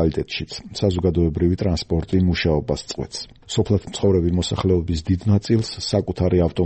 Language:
Georgian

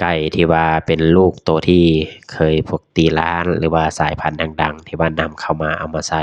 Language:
Lao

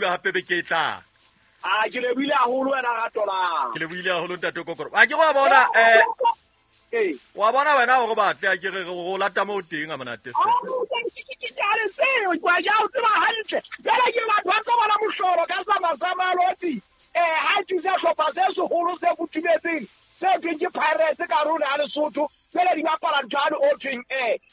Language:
Southern Sotho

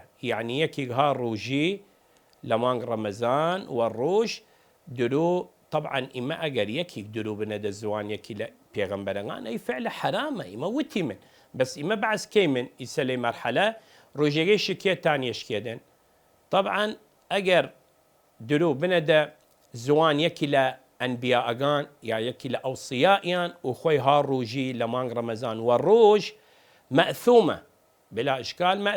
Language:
Southern Kurdish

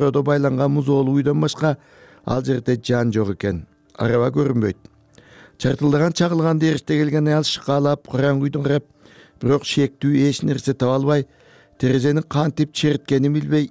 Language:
Kyrgyz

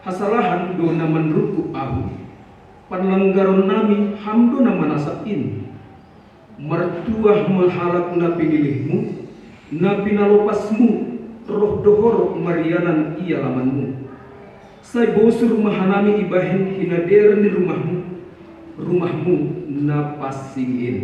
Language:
Batak Simalungun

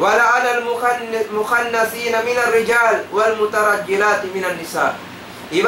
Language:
Tausug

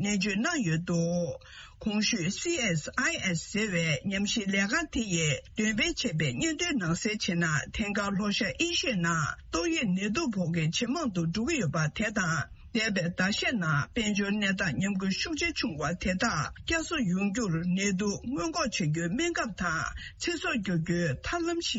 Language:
Tibetan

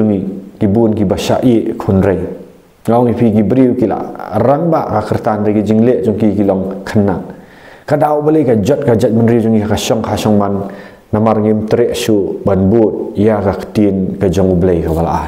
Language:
Khasi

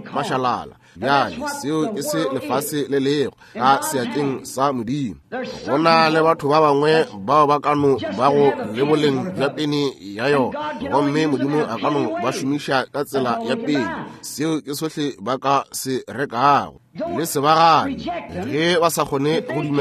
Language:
Northern Sotho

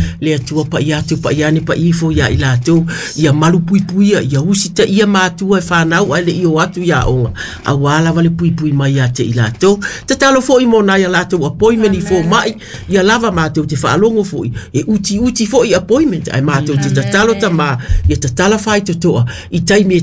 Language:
Samoan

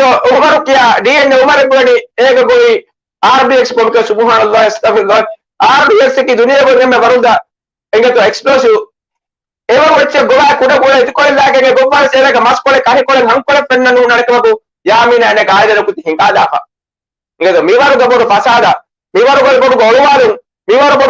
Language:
Divehi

